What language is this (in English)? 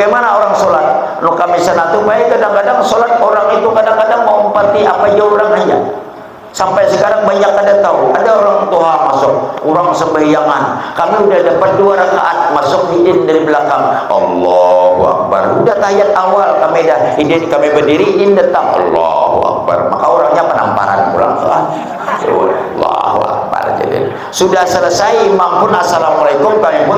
Banjar